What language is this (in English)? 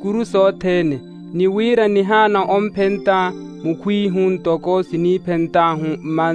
Makhuwa